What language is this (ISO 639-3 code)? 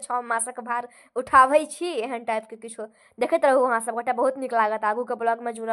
mai